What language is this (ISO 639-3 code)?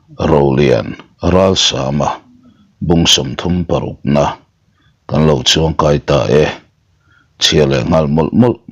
lus